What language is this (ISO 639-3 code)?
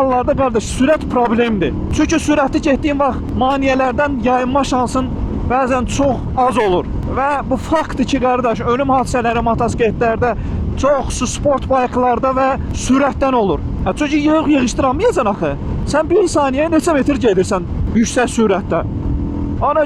aze